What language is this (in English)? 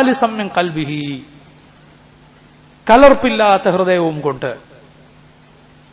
Malayalam